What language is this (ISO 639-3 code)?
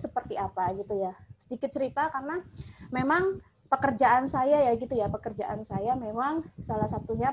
ind